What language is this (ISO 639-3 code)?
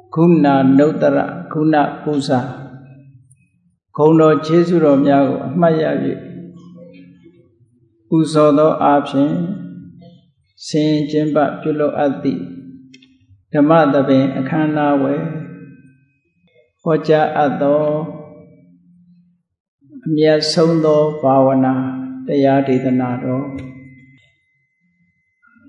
mya